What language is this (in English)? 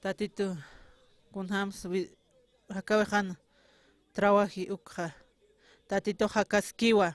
Aymara